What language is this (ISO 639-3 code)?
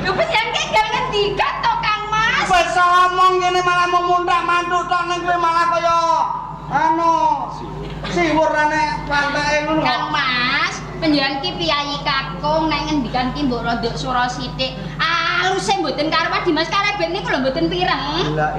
jav